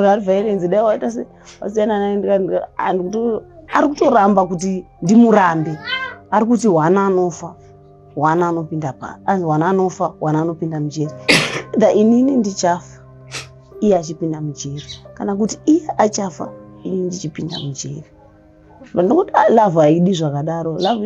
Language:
Shona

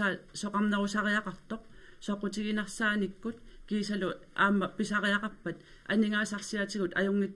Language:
Kalaallisut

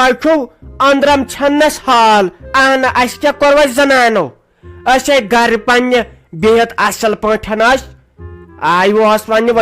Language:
Kashmiri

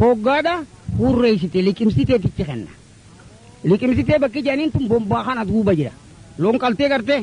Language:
Oromo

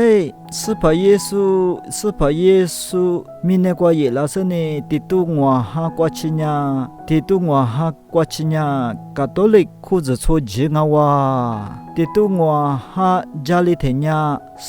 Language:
Lisu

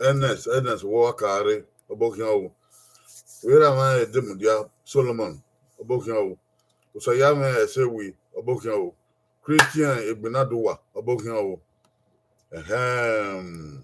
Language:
Bini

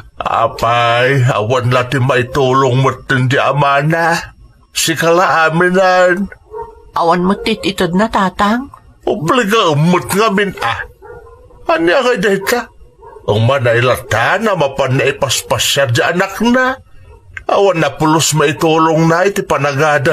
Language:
Iloko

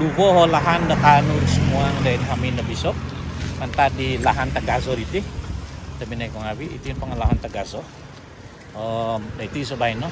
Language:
Central Dusun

